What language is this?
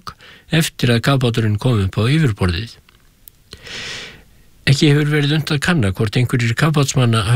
Icelandic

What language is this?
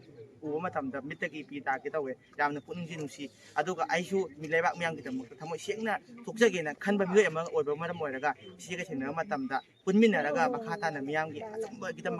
Manipuri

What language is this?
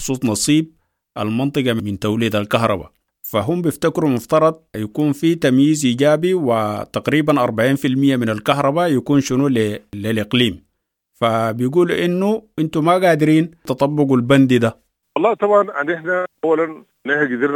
Sudanese Arabic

